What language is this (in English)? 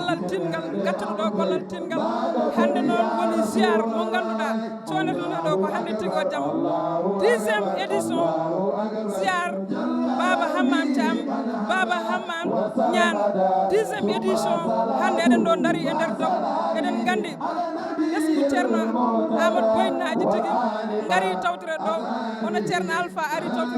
Fula